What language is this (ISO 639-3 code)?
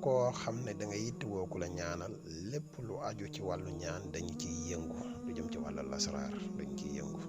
wol